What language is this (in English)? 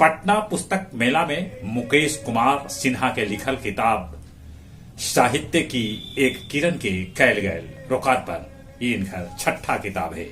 Magahi